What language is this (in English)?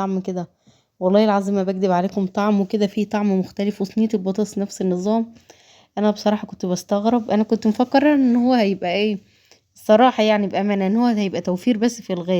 Egyptian Arabic